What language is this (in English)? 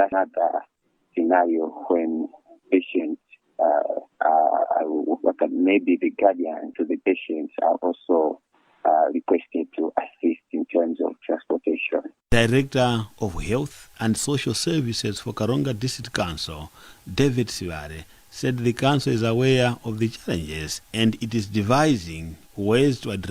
English